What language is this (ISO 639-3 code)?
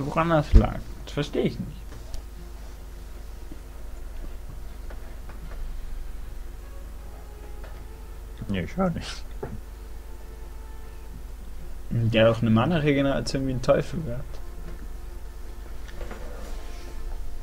deu